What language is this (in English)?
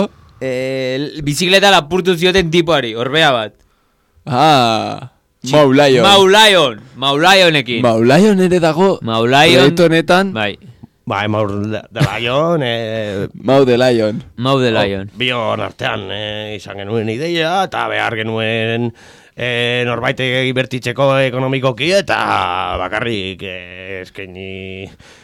Basque